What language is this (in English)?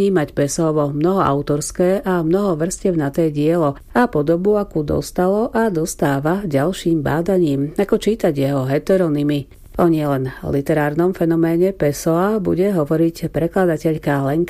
Slovak